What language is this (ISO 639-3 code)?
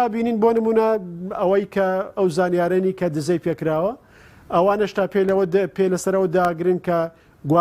ckb